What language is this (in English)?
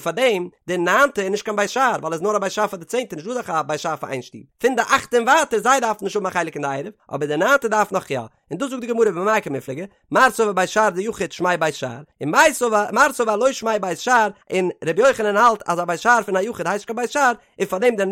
Yiddish